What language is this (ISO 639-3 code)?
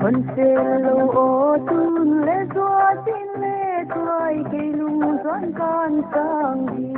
pck